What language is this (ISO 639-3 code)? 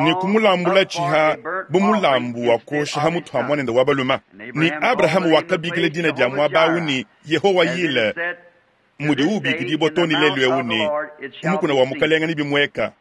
lua